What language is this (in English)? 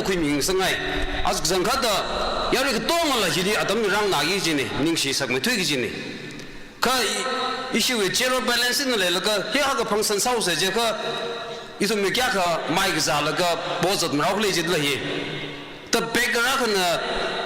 Tangkhul Naga (India)